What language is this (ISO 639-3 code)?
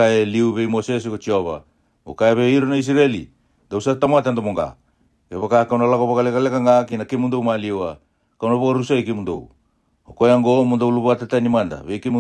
fij